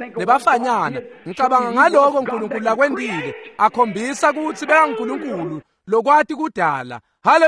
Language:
Swati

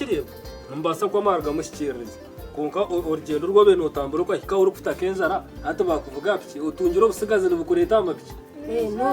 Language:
Nyankole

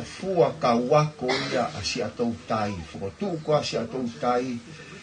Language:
Tongan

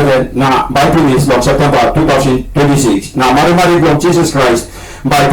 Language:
Tok Pisin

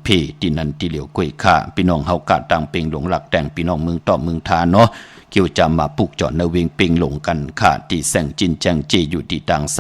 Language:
Shan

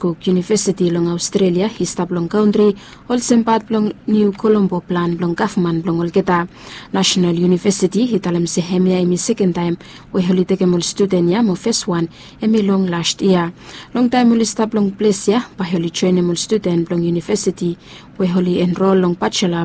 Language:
Bislama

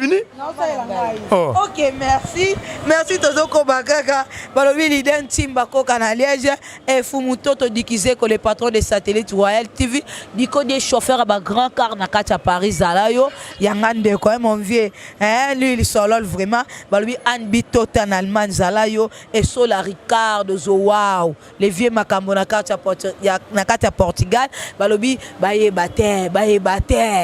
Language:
Lingala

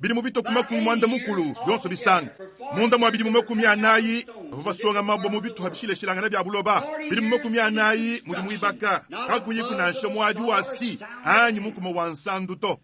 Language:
Luba-Lulua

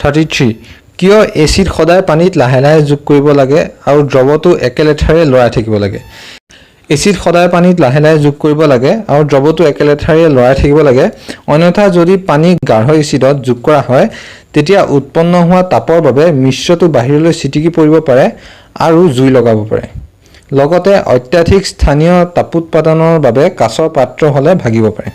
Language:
Assamese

